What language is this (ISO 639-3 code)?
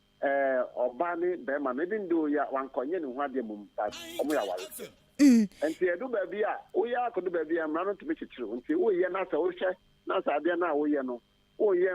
aka